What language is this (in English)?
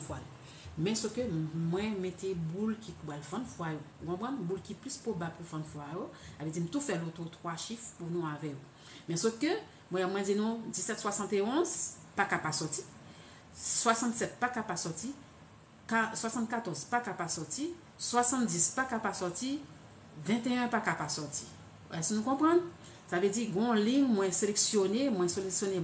Haitian Creole